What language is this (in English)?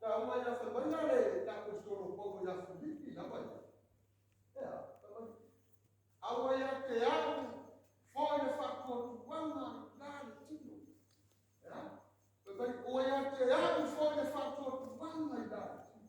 Samoan